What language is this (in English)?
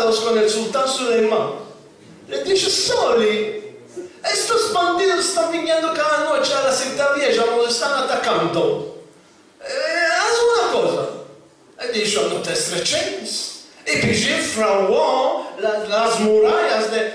Ladino